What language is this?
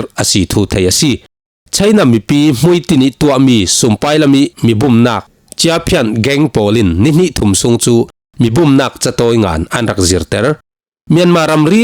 Falam Chin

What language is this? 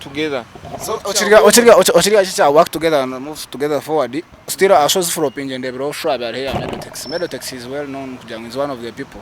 Nyankole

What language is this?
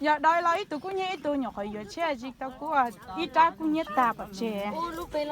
Hmong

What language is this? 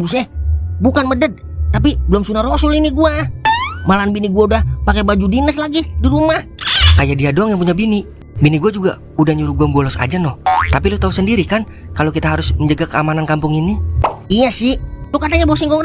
Betawi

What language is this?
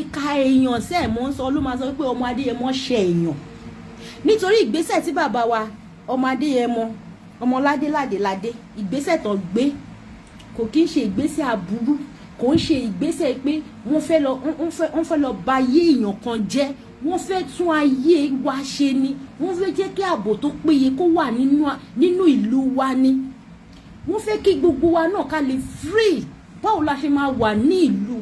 Yoruba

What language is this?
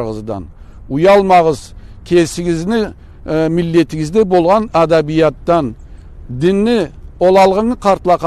Karachay-Balkar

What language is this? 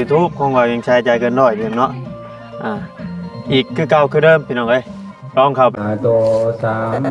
Northeastern Thai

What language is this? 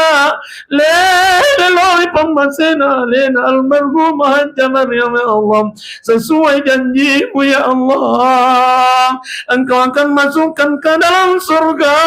Buginese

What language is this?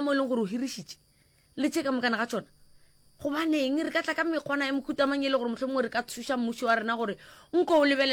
Northern Sotho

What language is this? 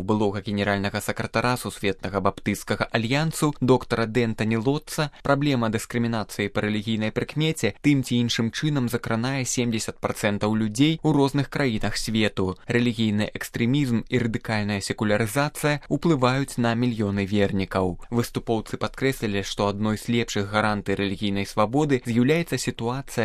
Belarusian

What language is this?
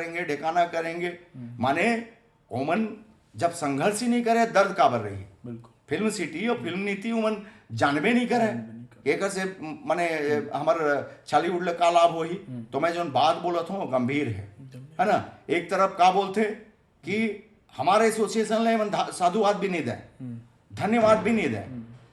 Chhattisgarhi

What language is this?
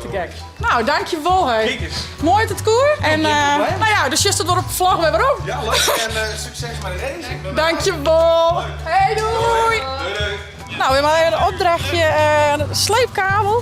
Western Frisian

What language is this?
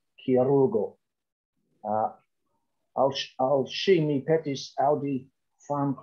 Esperanto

